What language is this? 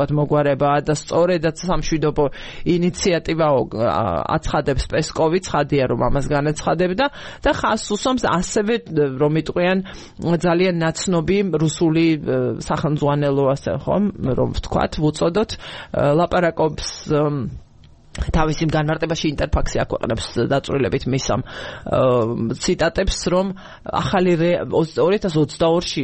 Georgian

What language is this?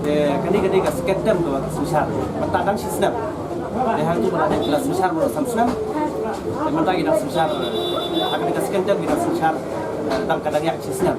Khasi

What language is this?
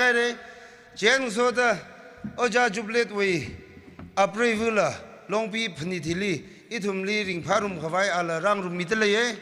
Tangkhul Naga (India)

